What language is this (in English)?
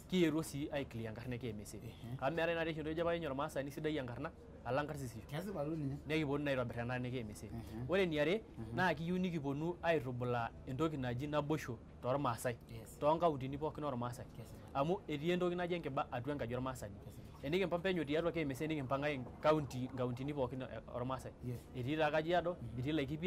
Masai